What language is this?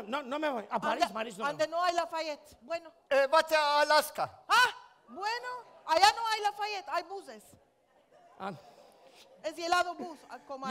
Ladino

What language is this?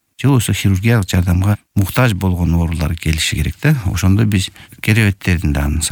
Kyrgyz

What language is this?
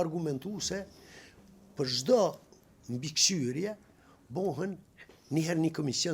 Albanian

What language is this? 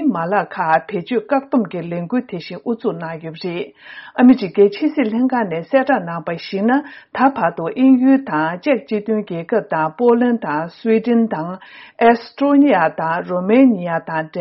Tibetan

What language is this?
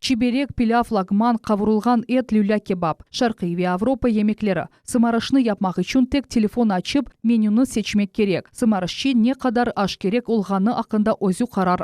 Crimean Tatar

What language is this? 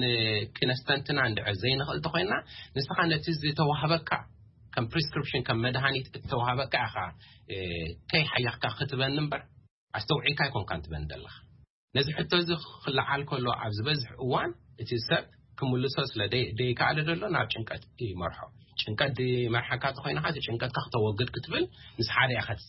Tigrinya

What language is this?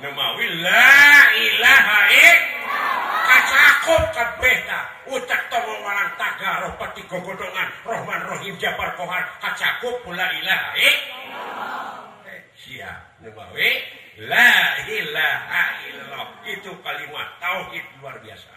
Sundanese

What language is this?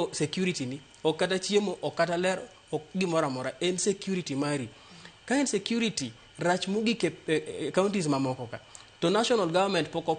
Luo (Kenya and Tanzania)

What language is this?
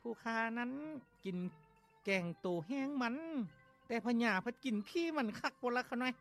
Lao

